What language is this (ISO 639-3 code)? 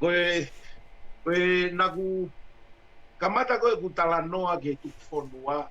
ton